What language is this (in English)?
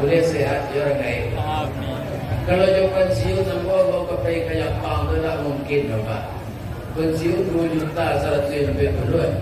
Minangkabau